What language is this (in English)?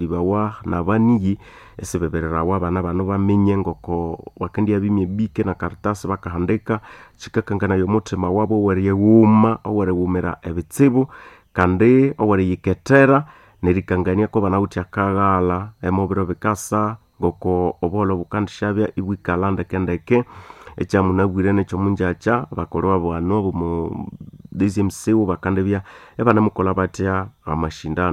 Nande